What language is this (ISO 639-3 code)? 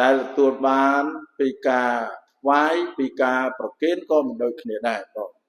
khm